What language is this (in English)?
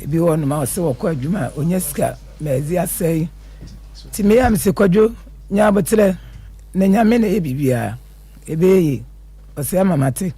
Akan